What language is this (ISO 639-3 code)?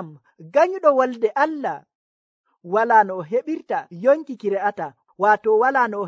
fuv